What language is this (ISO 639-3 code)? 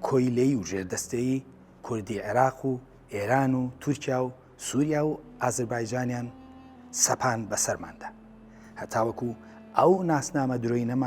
ckb